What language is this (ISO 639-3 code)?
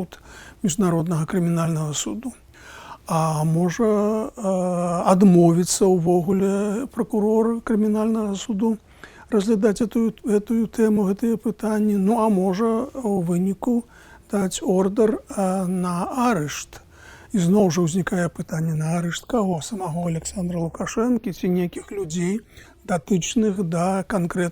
bel